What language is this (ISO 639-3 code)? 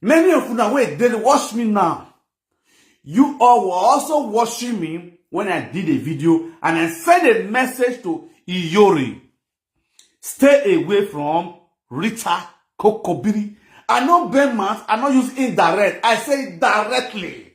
pcm